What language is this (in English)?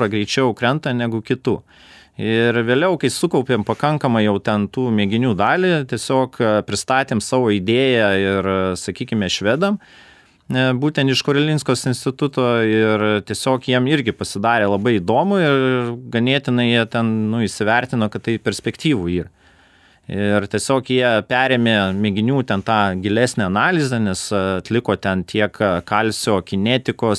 Lithuanian